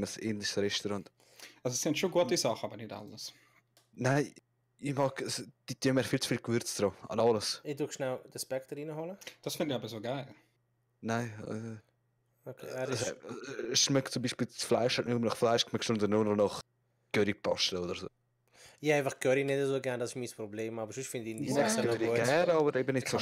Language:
Swiss German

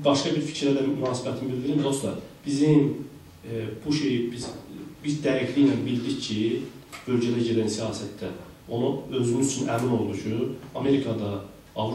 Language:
South Azerbaijani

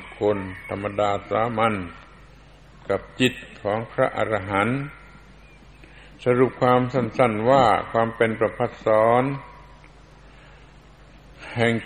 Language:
Thai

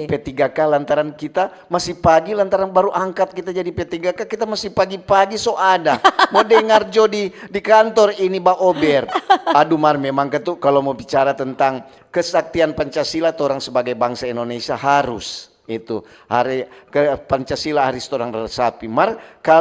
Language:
Manado Malay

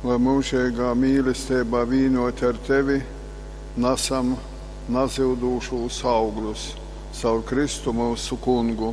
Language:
Latgalian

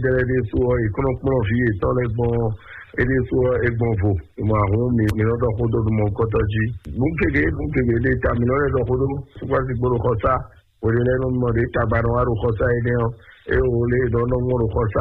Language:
Fon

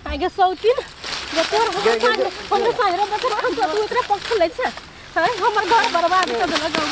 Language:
Maithili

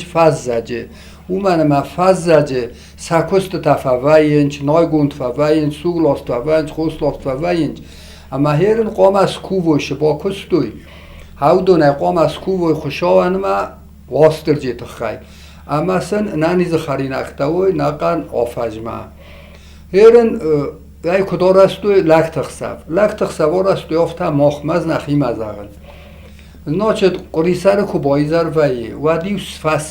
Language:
Ossetic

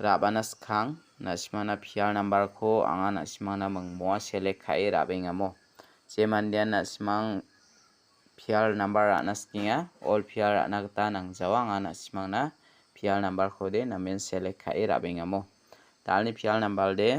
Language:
Garo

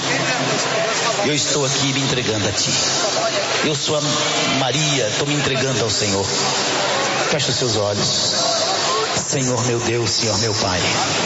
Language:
Portuguese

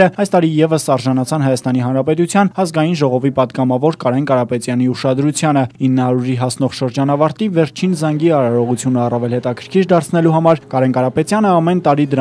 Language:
Armenian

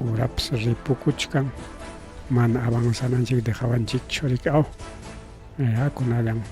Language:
Ayacucho Quechua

